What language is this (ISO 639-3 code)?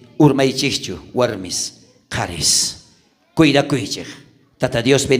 quh